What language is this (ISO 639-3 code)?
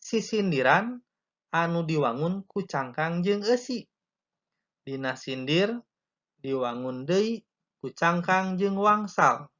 sun